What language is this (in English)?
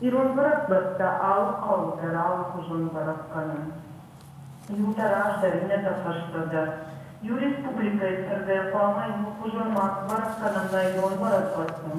Ossetic